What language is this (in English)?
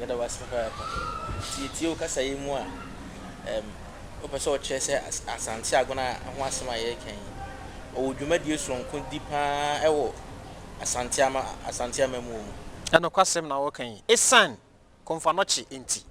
Akan